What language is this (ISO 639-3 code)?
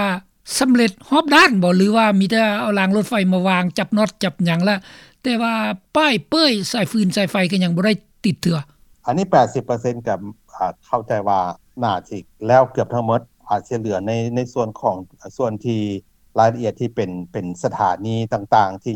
lao